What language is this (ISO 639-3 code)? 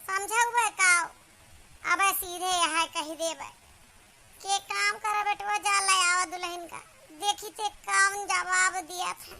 awa